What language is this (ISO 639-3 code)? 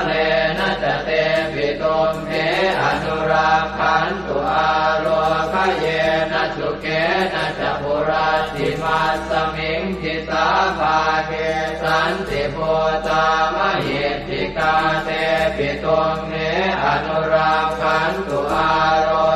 pli